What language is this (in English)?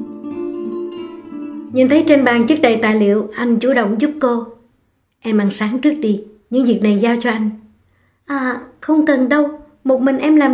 Vietnamese